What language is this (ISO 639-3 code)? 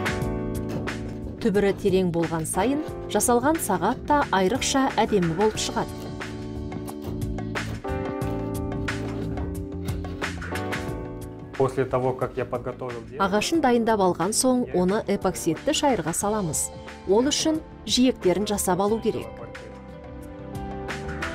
kaz